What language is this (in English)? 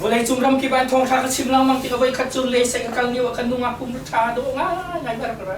Hakha Chin